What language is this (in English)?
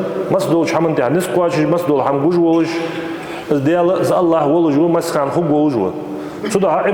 Ingush